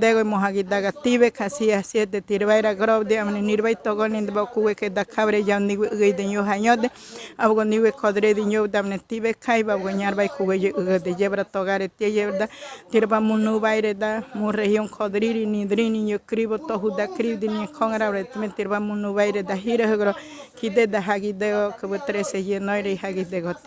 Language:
Ngäbere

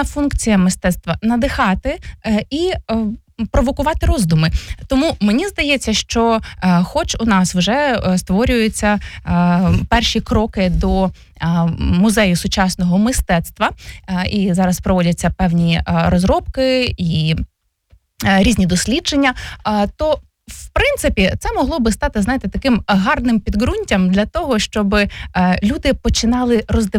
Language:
Ukrainian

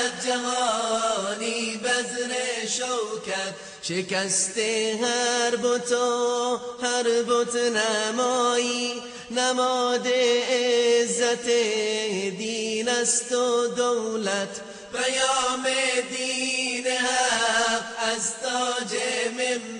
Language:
Persian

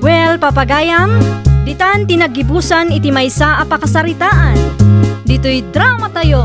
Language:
Iloko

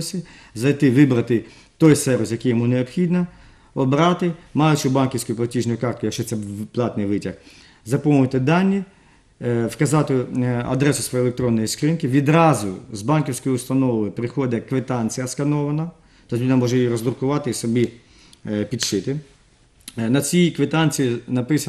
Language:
Ukrainian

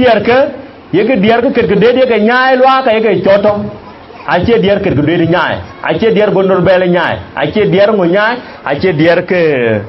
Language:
Dinka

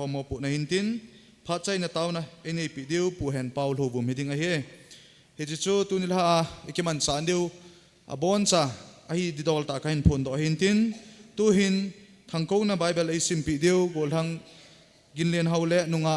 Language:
Thado Chin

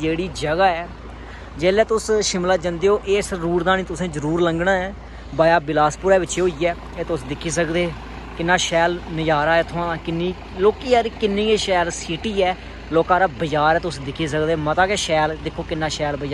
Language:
Dogri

